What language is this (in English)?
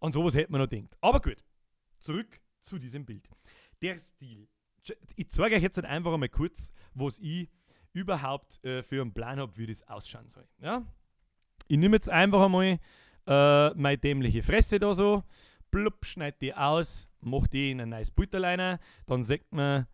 Bavarian